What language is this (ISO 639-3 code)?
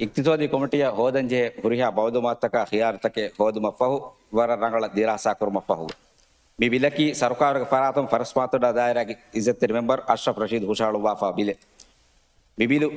div